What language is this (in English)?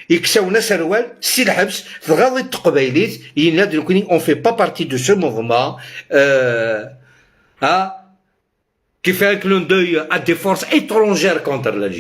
Algerian Arabic